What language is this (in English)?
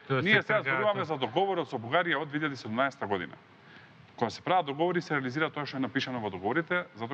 Macedonian